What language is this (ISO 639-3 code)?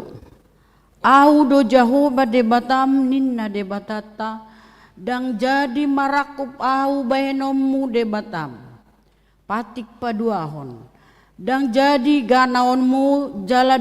bbc